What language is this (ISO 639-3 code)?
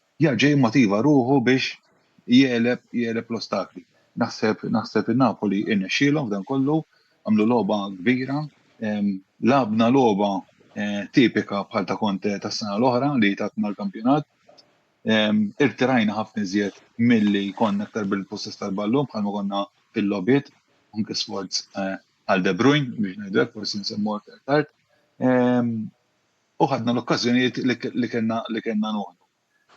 mlt